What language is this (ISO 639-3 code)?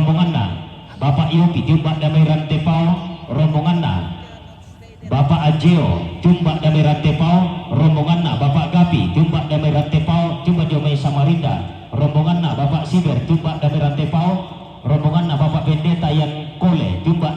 sda